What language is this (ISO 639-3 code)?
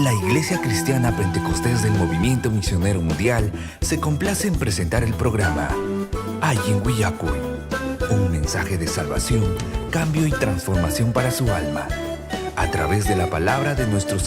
quy